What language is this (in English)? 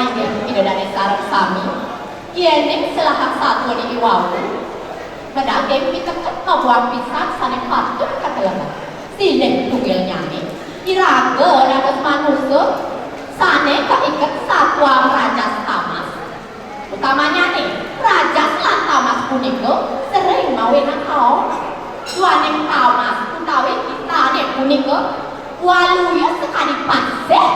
Balinese